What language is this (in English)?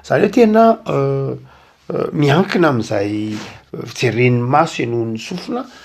Malagasy